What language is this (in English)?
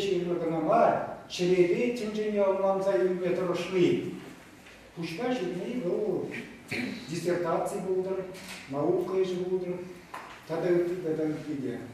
Chuvash